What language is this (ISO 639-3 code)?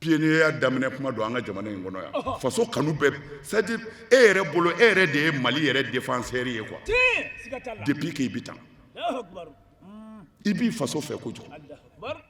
bam